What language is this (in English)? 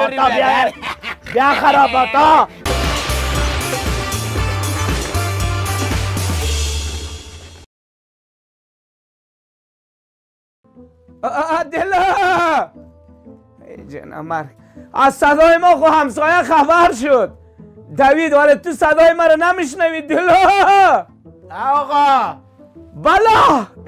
Persian